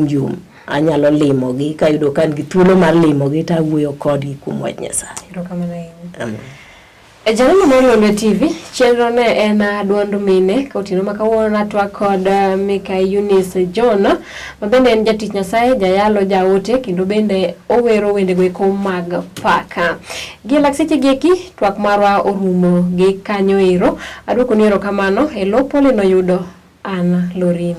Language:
Luo (Kenya and Tanzania)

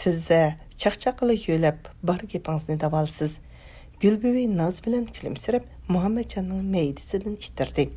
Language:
Uyghur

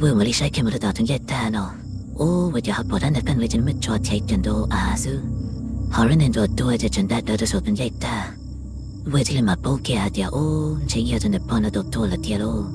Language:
Hmong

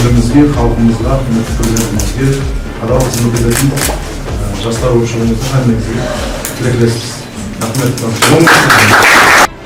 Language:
Kara-Kalpak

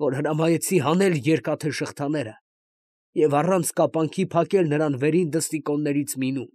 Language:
Armenian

